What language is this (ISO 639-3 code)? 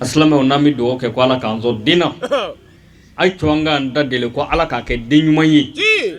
bam